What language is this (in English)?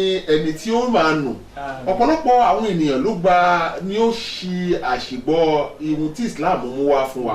Yoruba